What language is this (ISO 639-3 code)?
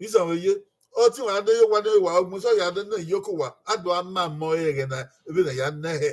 bin